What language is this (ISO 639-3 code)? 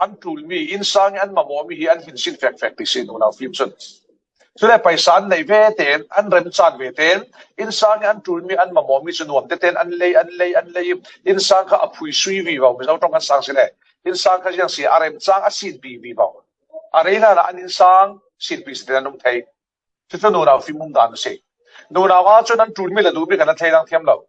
cfm